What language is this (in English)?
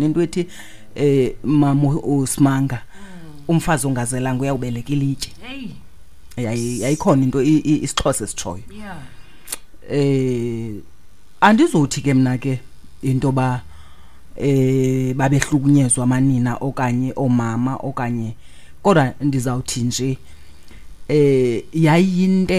Xhosa